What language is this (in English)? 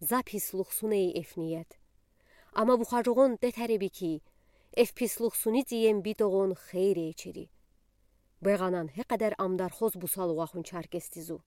Udi